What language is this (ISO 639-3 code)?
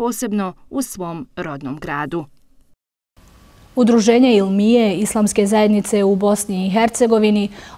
bos